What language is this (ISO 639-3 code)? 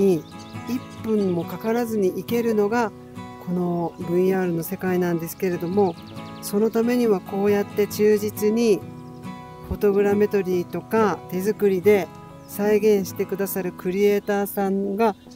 jpn